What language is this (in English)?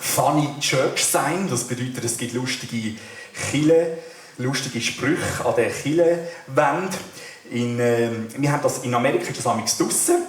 Swiss German